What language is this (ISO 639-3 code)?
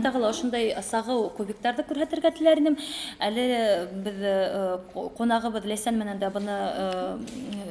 bak